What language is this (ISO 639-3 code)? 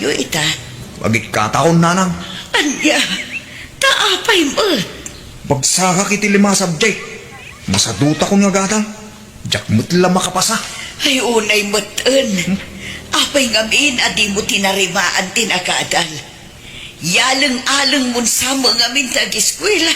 ilo